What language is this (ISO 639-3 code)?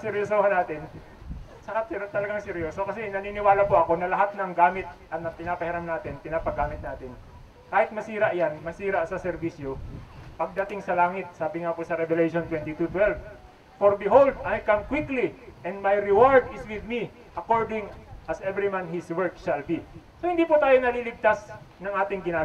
fil